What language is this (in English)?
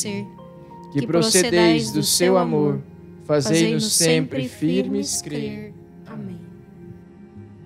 Portuguese